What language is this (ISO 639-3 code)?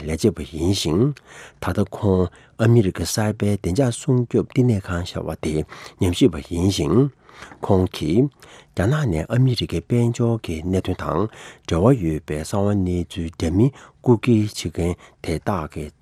bod